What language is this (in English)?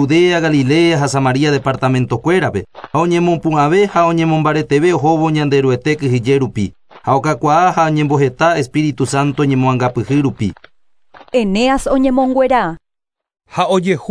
Guarani